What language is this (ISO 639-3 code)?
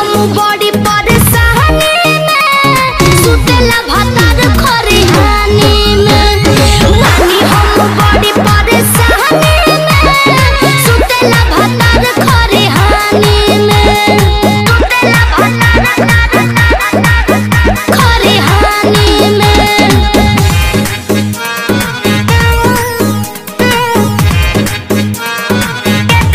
bho